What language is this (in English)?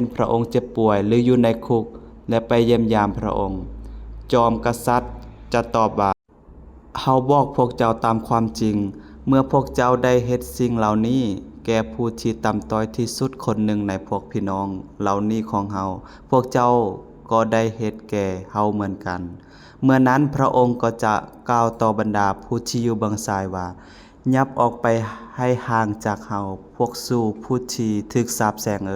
Lao